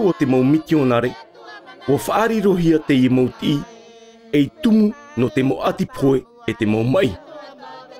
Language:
Tahitian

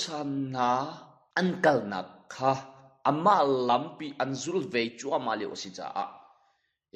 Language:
Hakha Chin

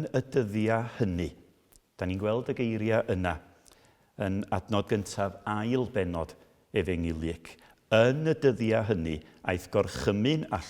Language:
Welsh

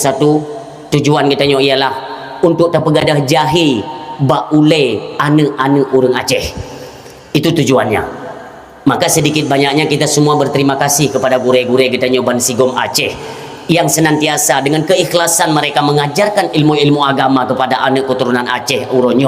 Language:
Achinese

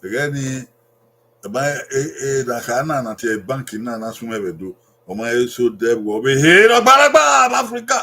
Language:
Bini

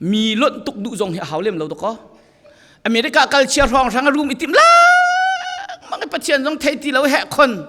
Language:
Falam Chin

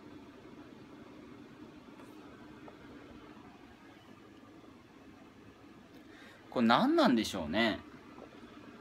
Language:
Japanese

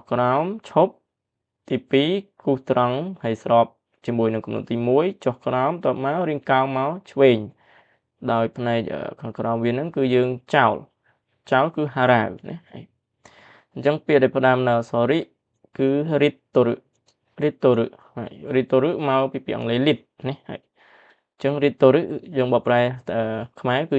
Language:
Khmer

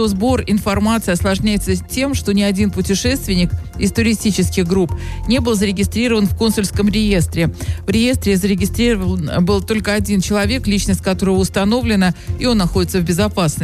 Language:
Russian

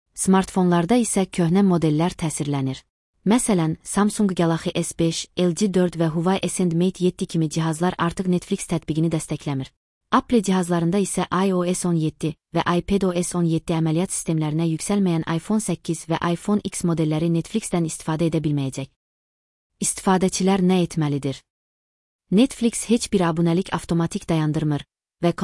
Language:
Azerbaijani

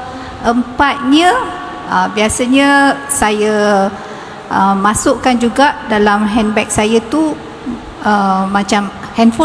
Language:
Malay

